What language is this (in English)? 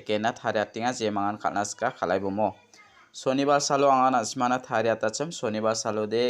Garo